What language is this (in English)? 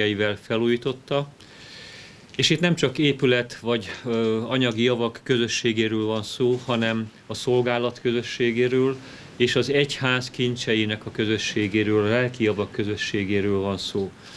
Hungarian